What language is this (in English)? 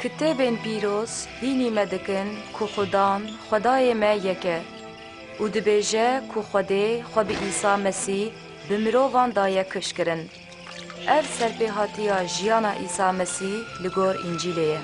Kurdish